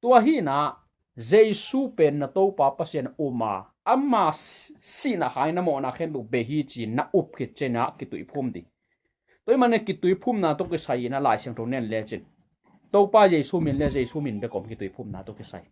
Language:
Tedim Chin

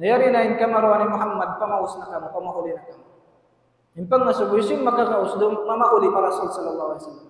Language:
Tausug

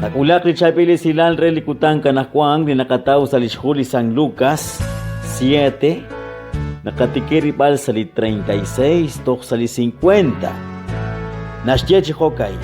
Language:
Kekchí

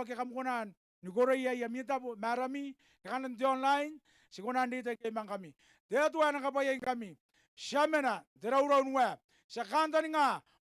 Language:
Gilbertese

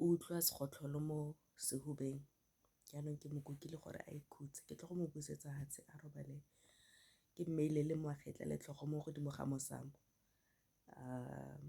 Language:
Tswana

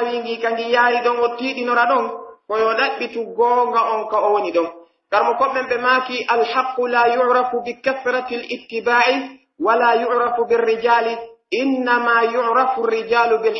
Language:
Pular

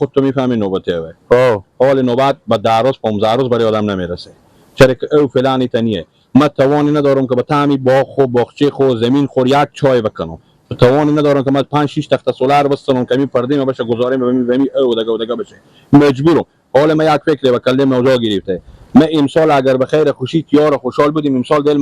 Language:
Persian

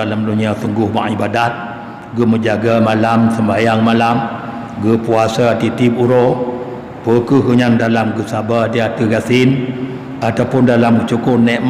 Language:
Achinese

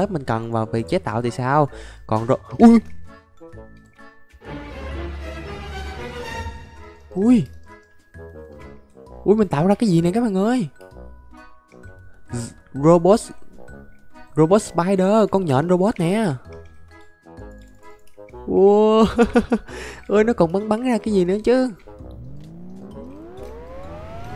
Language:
Vietnamese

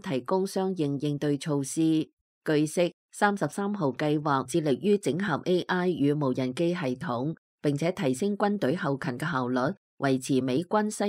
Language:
Cantonese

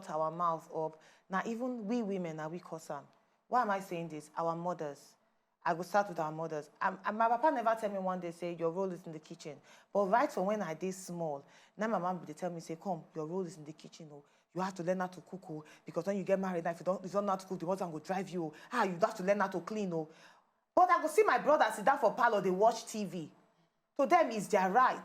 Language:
Nigerian Pidgin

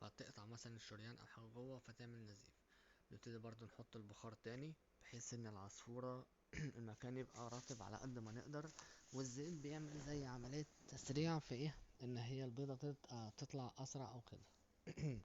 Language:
Egyptian Arabic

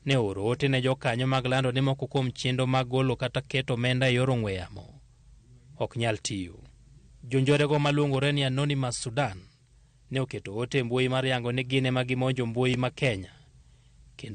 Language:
Luo (Kenya and Tanzania)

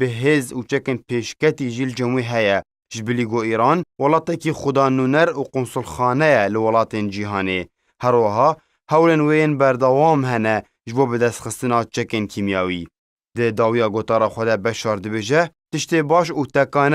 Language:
Kurdish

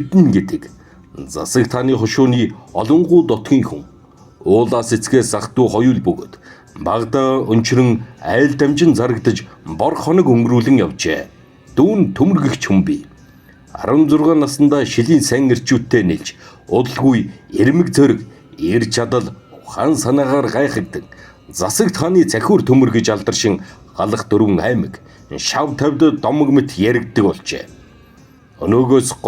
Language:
Mongolian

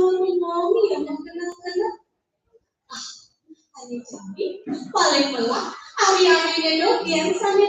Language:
Balinese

